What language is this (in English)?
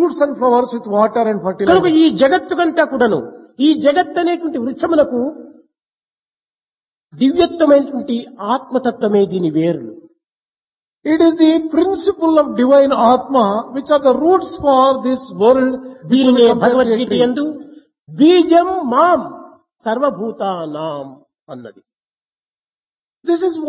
Telugu